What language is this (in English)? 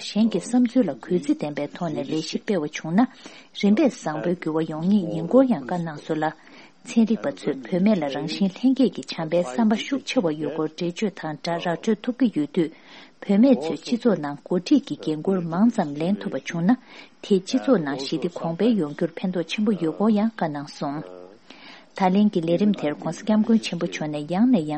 Tibetan